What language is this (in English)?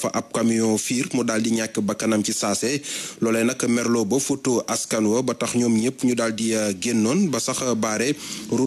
Wolof